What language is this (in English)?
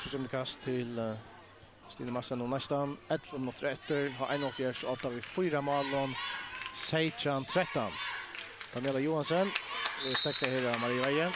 Faroese